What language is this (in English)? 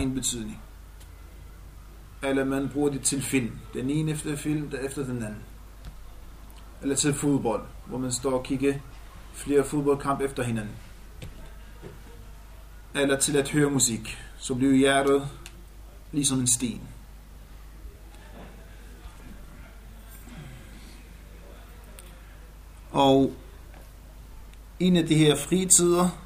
Danish